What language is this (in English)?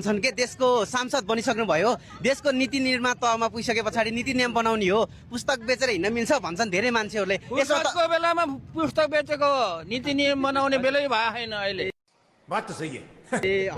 Nepali